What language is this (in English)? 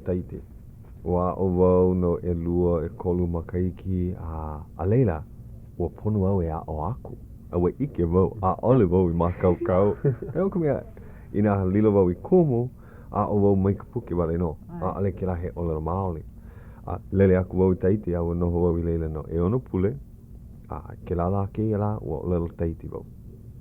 Hawaiian